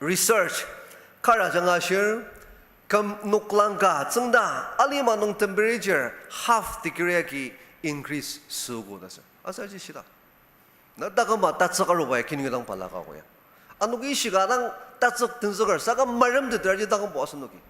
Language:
Ao Naga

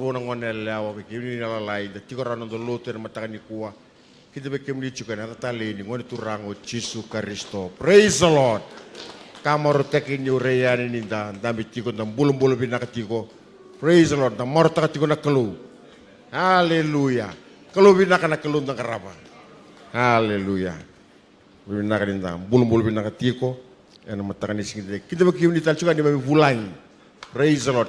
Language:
Fijian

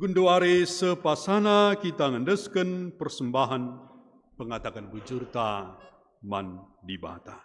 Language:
Batak Karo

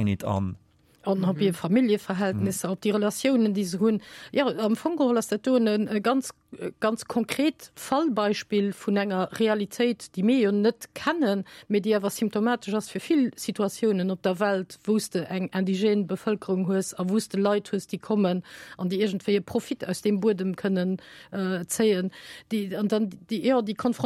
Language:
Luxembourgish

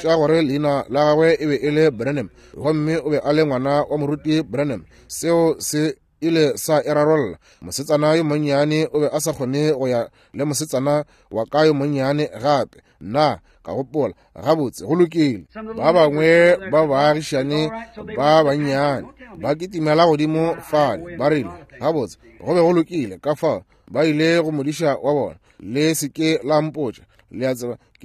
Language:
Northern Sotho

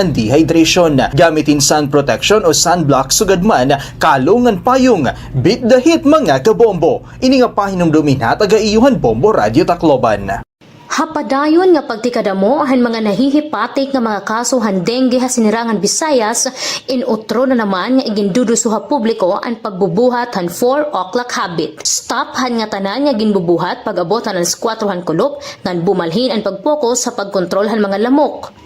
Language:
Waray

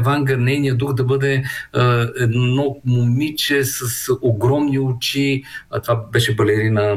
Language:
Bulgarian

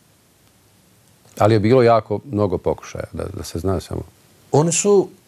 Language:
Bosnian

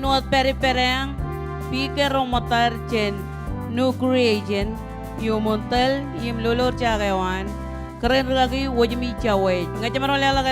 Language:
Marshallese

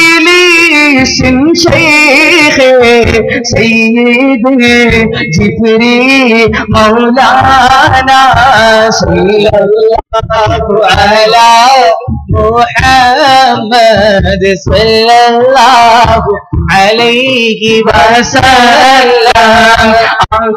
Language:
Malayalam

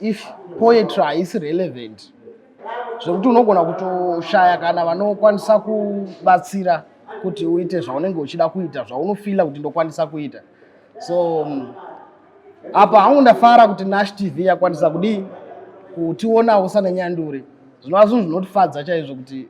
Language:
Shona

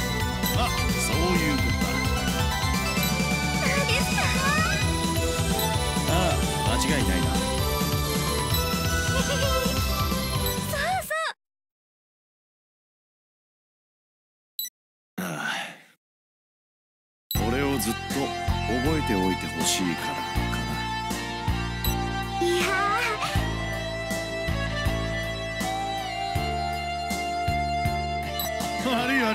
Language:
Japanese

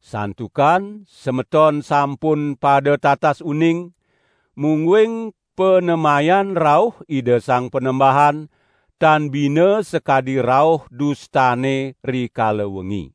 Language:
Balinese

